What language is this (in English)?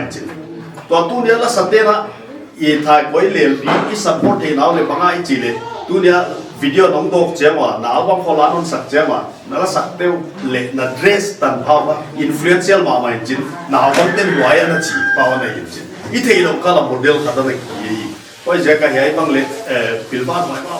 Paite Chin